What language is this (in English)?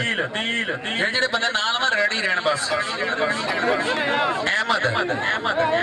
Punjabi